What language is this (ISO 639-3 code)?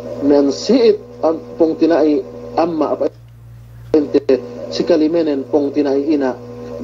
yka